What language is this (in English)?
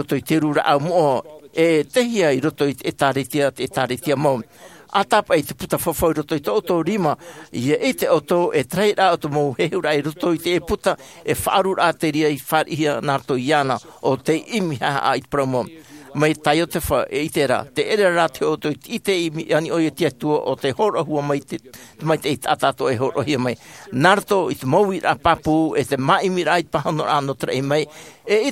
Tahitian